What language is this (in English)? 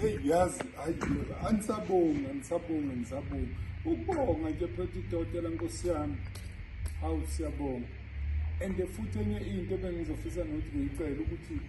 Zulu